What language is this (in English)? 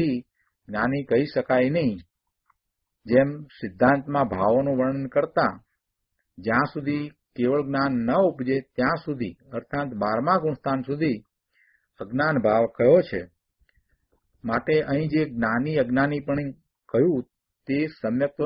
Gujarati